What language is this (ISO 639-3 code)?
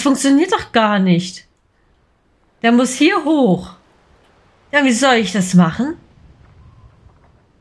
deu